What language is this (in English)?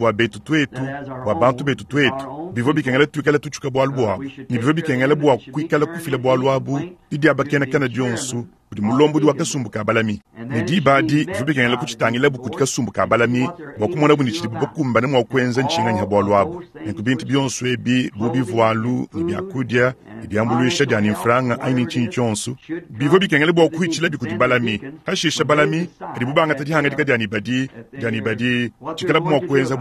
Luba-Lulua